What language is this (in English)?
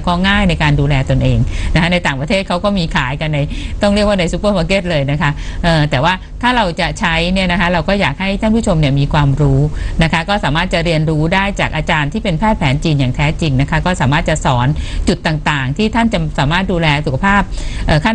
Thai